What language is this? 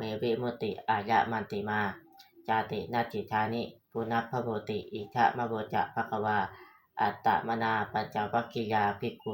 Pali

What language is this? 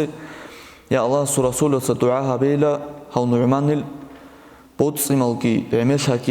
Avaric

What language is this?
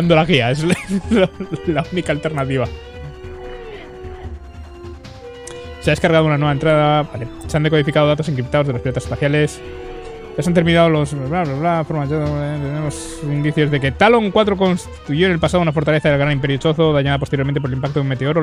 Spanish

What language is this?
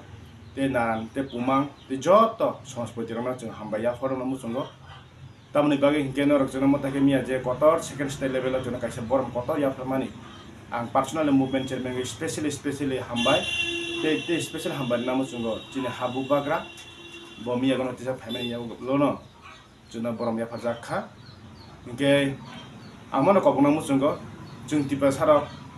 Kok Borok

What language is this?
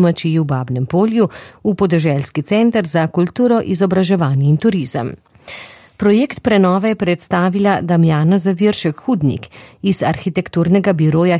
Slovenian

